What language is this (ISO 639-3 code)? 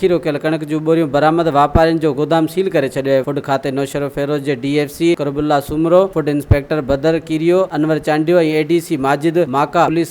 snd